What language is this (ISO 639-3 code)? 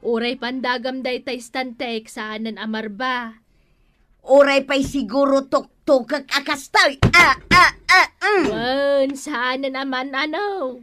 ilo